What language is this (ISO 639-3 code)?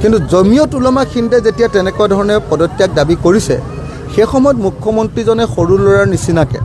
asm